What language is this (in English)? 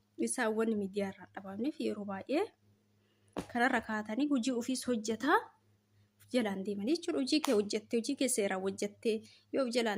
Oromo